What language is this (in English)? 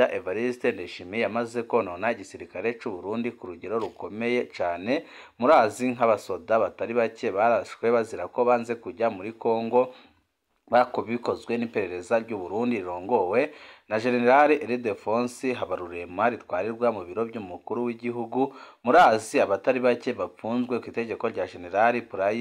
Rundi